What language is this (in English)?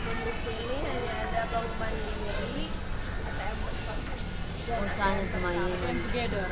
Manado Malay